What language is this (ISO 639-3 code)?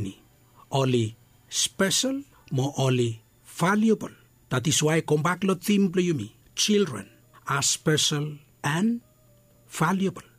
bis